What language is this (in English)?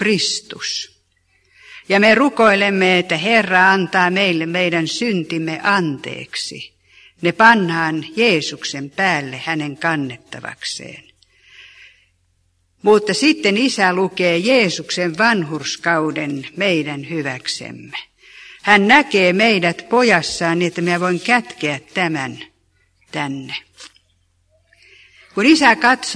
Finnish